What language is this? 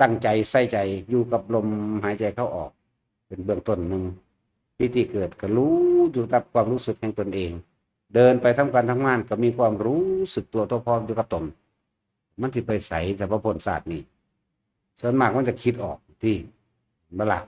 Northeastern Thai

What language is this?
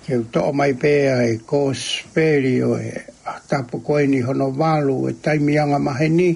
Tongan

